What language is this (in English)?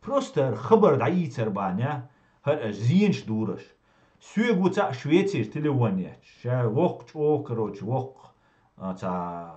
Chechen